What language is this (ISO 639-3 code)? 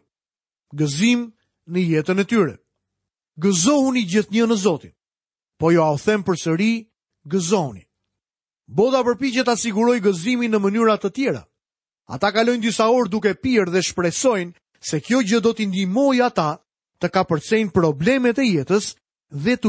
sqi